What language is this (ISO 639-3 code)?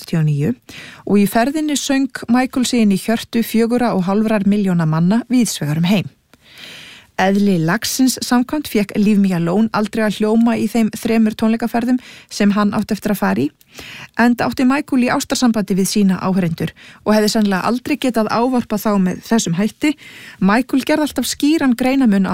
isl